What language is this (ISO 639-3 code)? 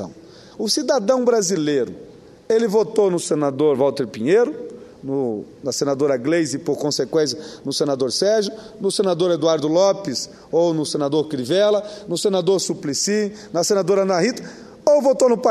por